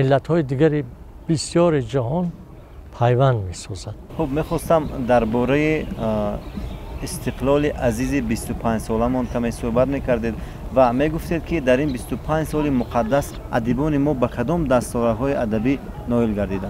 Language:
Tajik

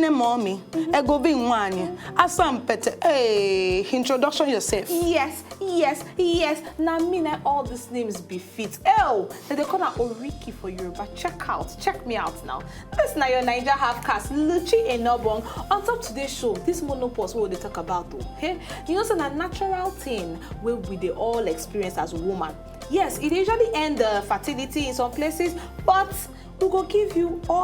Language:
Nigerian Pidgin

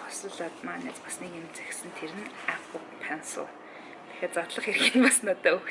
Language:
Mongolian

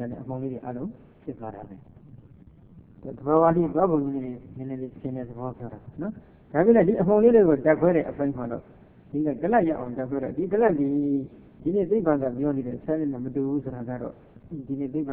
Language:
Burmese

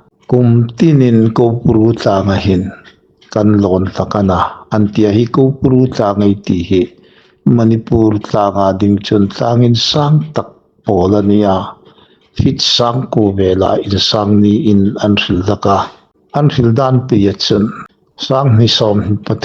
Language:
Hmar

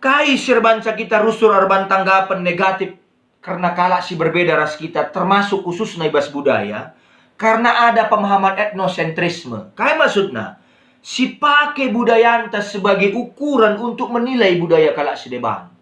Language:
Batak Karo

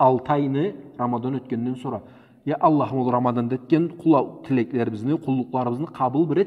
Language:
Karachay-Balkar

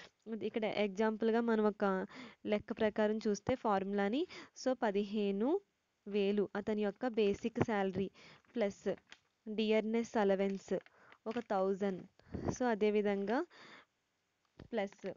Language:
Telugu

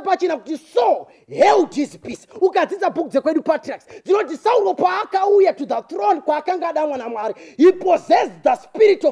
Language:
Shona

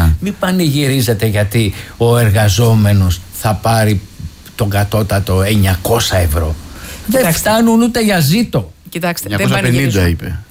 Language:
Greek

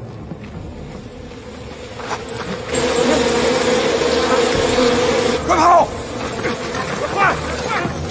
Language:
Chinese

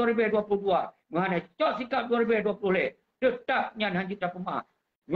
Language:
Achinese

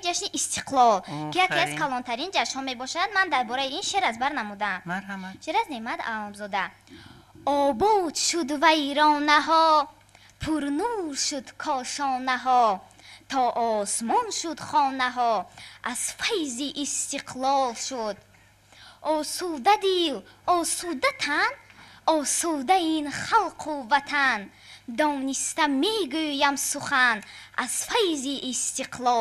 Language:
Tajik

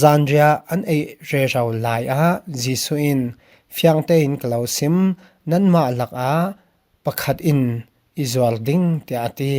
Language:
Falam Chin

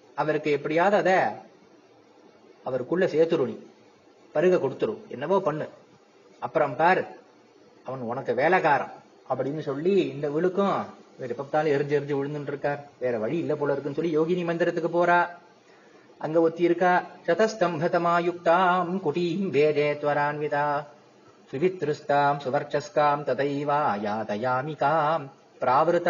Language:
Tamil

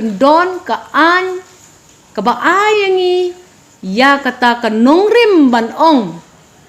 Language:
Khasi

